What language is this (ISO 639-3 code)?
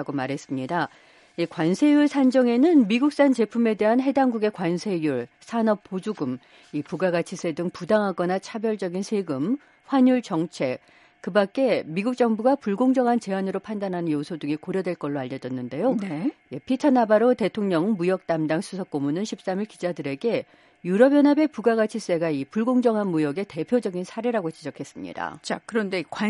kor